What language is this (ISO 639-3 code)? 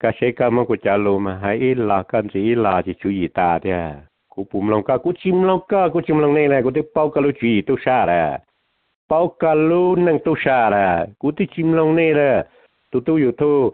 hmn